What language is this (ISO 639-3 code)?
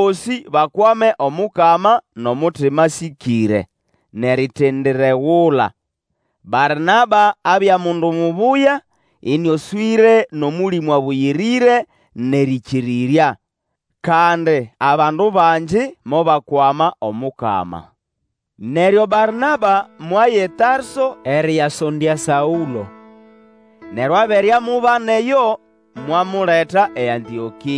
nnb